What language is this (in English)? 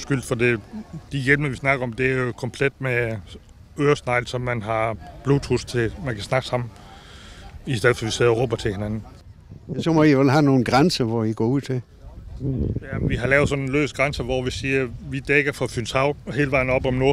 Danish